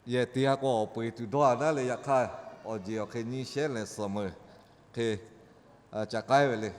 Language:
Lahu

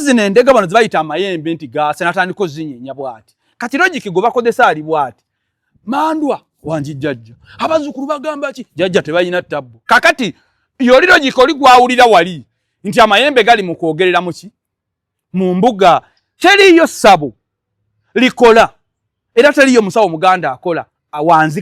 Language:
Ganda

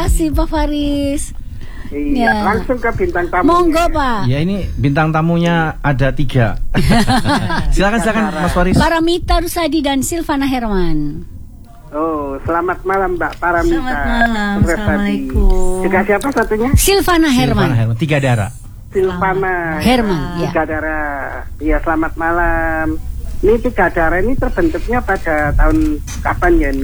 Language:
Indonesian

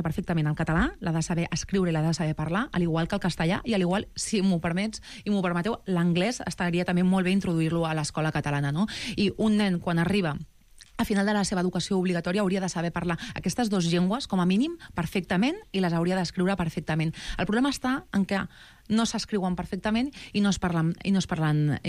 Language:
Catalan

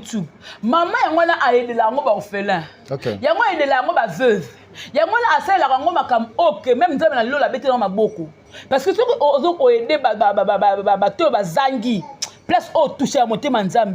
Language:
Lingala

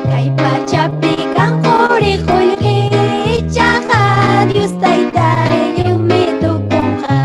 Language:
Ayacucho Quechua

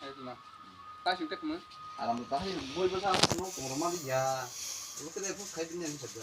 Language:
Kok Borok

